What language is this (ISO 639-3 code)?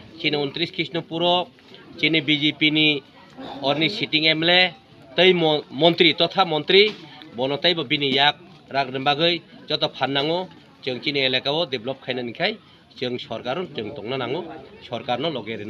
trp